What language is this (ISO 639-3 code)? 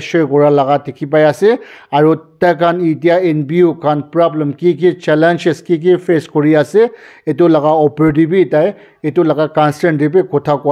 nag